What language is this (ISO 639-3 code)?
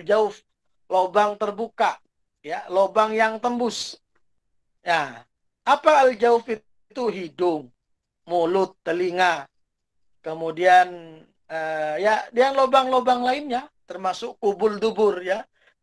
ind